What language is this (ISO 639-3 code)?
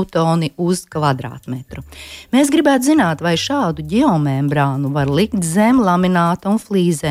lav